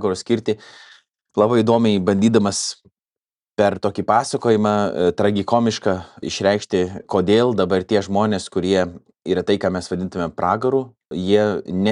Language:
Lithuanian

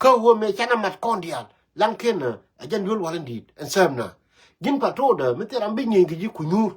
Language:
Nuer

